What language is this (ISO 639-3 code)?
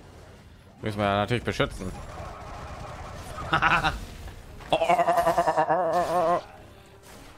deu